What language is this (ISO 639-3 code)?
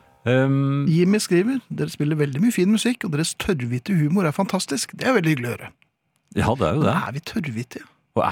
nor